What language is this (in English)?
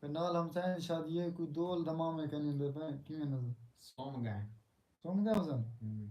Saraiki